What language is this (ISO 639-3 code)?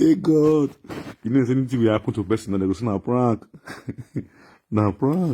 pcm